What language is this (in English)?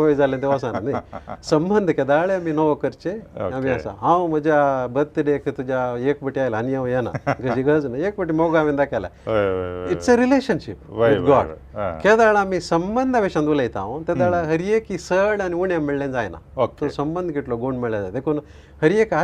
Konkani